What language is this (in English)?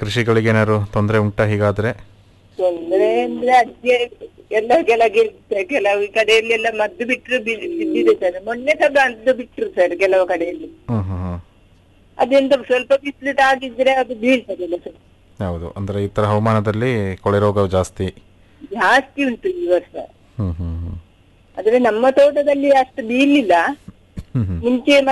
Kannada